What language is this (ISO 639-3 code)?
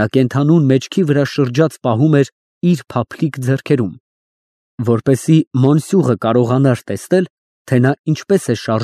hye